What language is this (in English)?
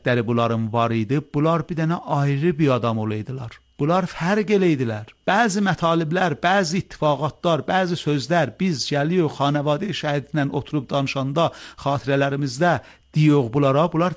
Azerbaijani